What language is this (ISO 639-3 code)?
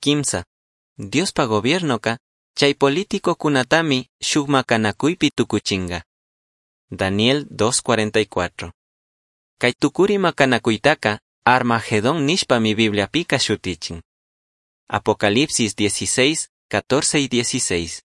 qug